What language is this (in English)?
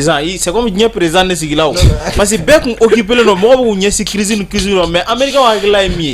Bambara